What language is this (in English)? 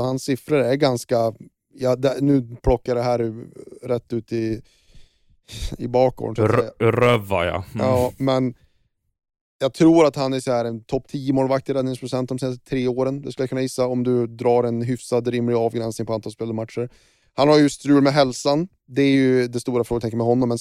Swedish